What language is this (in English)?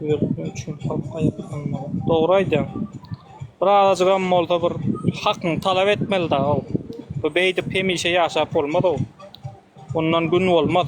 Turkmen